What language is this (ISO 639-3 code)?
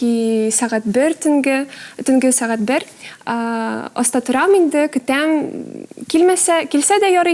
tat